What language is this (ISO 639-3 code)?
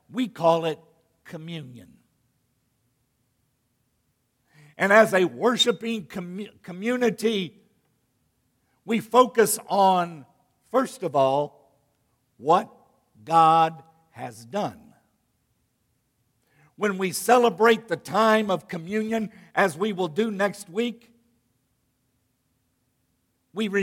eng